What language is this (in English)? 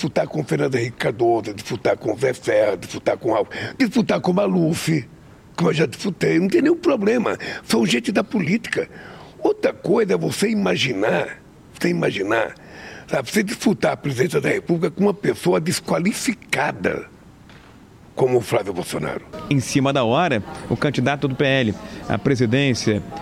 Portuguese